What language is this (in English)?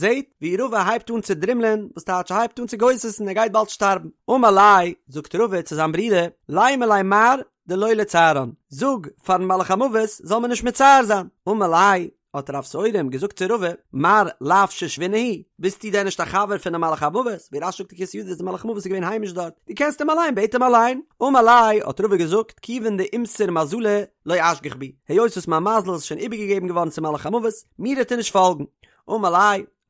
Yiddish